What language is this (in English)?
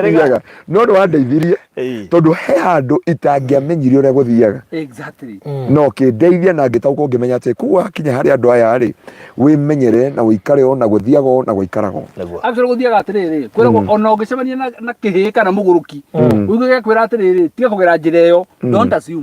Kikuyu